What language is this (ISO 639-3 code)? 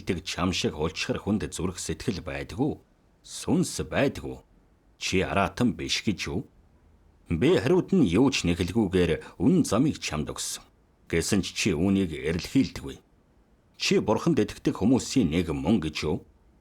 mon